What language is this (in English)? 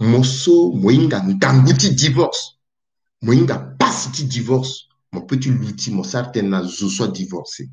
Sango